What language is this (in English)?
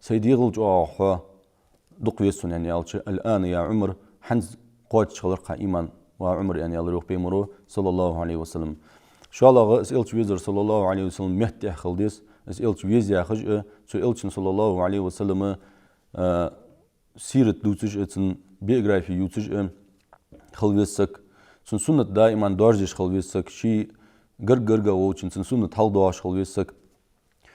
Ingush